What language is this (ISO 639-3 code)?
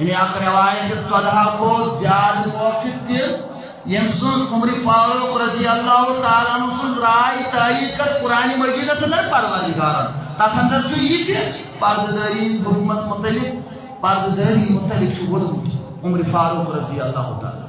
kas